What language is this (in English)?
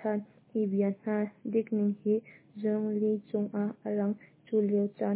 Hakha Chin